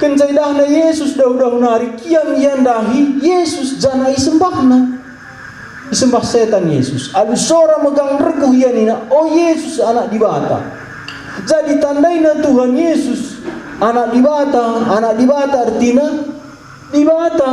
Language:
Batak Karo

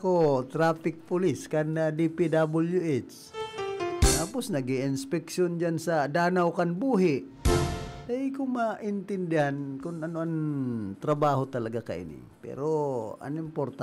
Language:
Bikol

